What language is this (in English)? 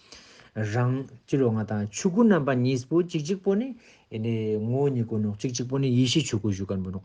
Ladakhi